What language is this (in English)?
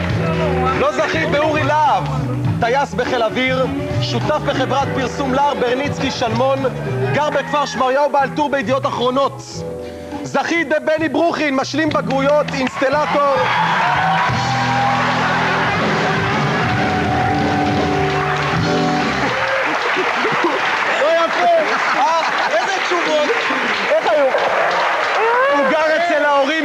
Hebrew